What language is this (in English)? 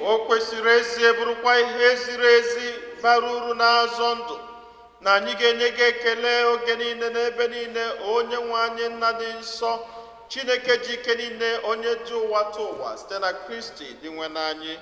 Igbo